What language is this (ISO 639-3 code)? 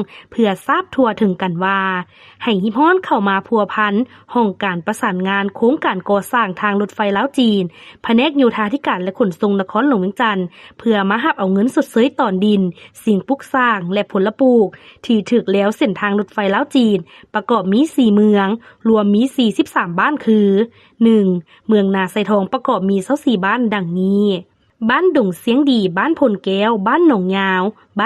lao